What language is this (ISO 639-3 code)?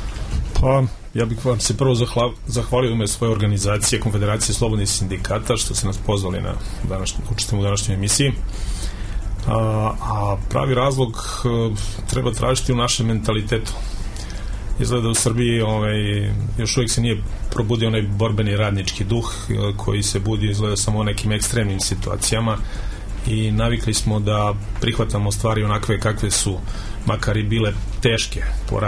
srp